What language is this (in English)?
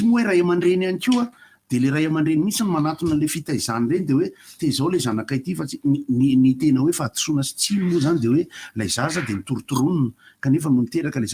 Malagasy